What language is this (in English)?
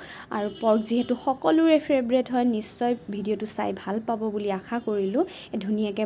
Assamese